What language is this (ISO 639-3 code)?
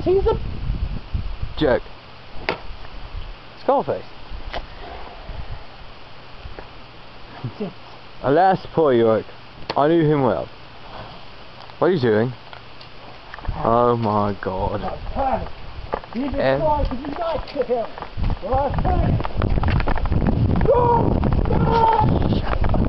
eng